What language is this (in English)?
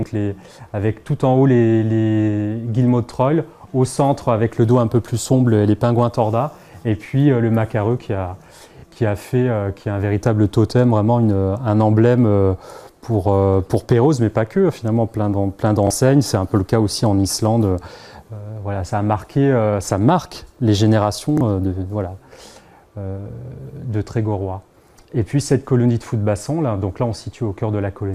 French